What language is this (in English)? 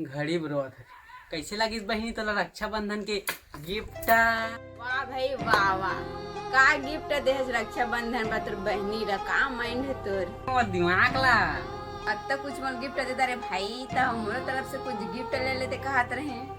Chhattisgarhi